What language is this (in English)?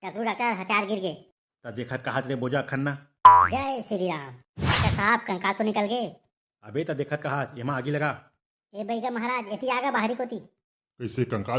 Chhattisgarhi